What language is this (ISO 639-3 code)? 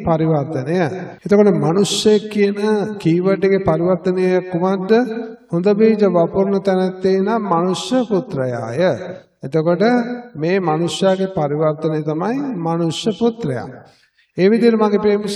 sin